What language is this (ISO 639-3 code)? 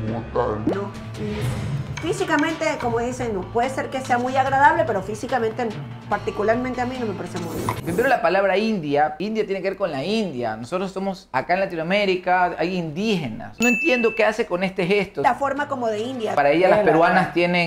spa